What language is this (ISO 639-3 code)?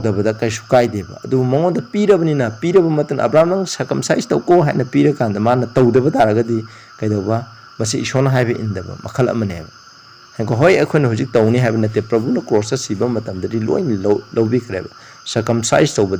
mni